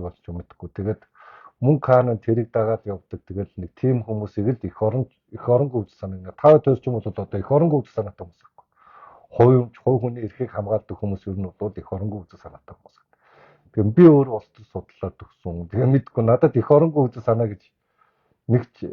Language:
Mongolian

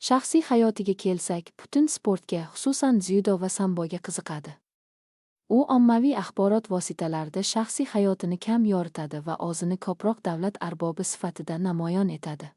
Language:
Uzbek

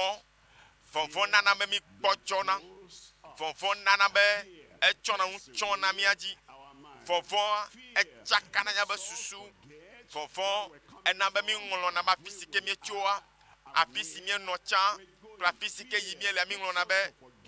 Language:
Ewe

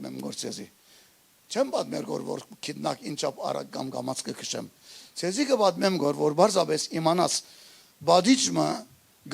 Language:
Western Armenian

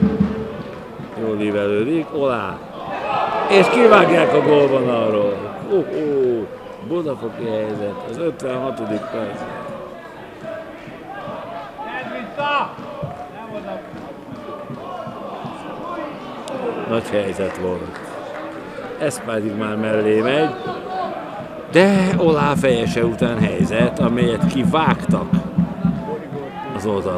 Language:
Hungarian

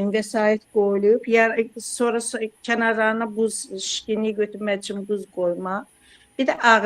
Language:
Azerbaijani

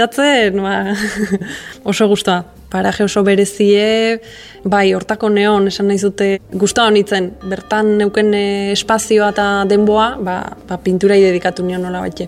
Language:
Basque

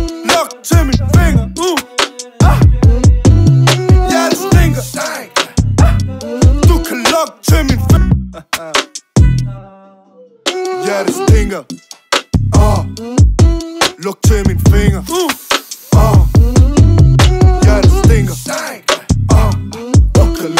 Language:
Danish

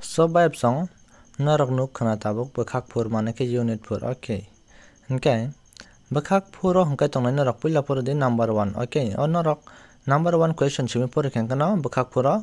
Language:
Kok Borok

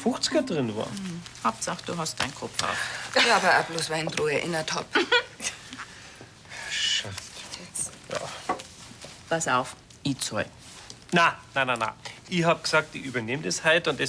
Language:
Bavarian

